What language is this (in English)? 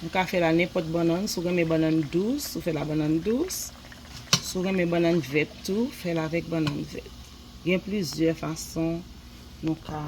Haitian Creole